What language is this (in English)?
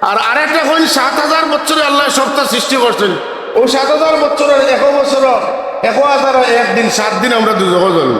Sylheti